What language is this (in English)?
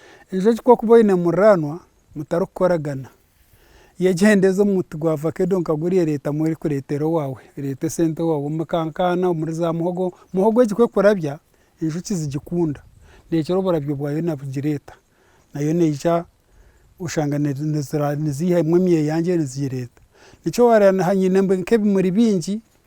Nyankole